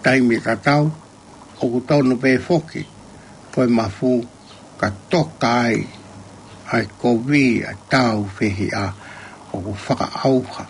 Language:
Tongan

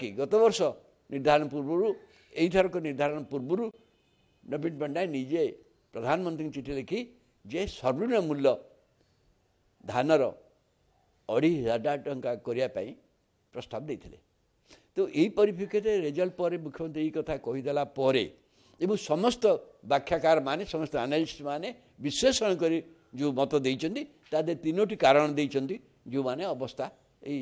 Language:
Odia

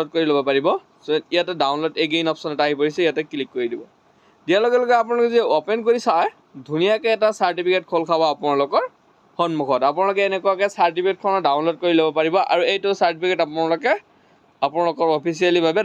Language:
Assamese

